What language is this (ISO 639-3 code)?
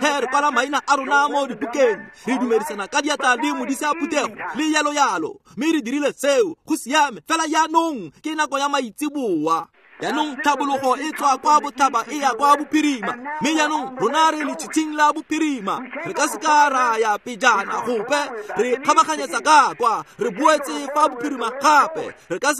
tsn